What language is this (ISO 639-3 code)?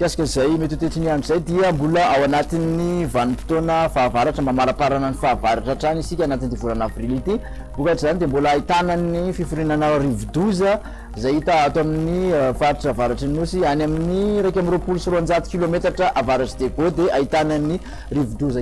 mlg